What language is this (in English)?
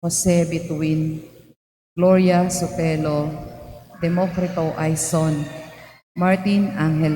Pampanga